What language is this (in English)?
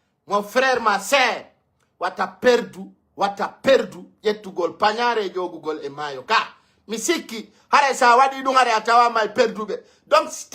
Fula